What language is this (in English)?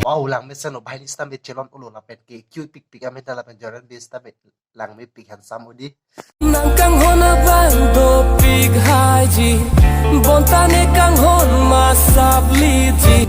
Karbi